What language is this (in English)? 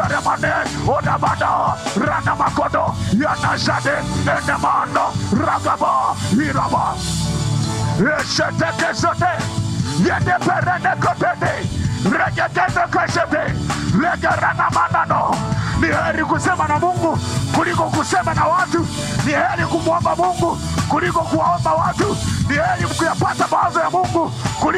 Swahili